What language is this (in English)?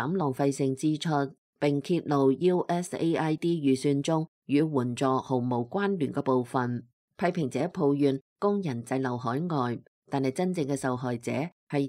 Cantonese